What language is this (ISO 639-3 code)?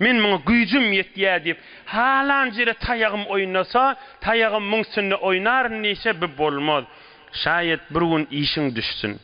tuk